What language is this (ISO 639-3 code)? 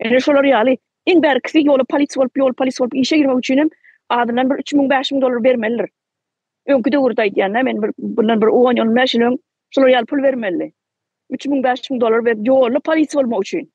tuk